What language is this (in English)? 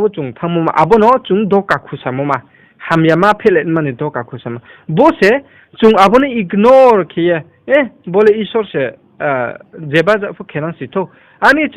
Riang (India)